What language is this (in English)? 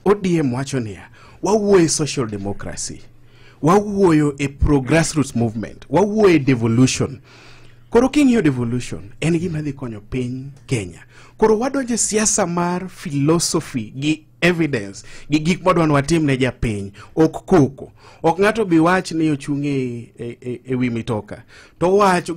Luo (Kenya and Tanzania)